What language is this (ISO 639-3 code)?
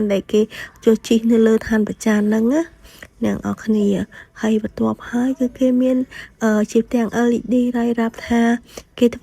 khm